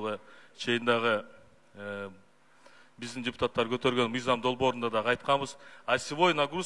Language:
Kyrgyz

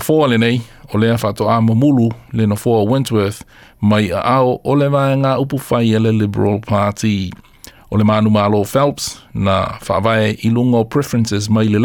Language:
Samoan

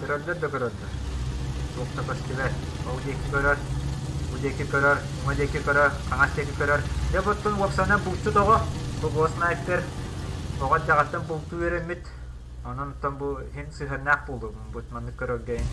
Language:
Yakut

